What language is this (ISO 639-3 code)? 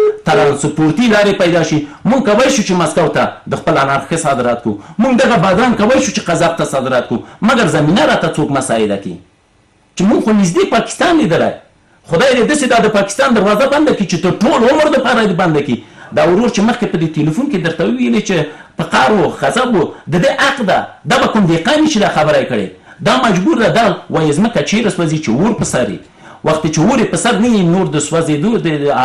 pus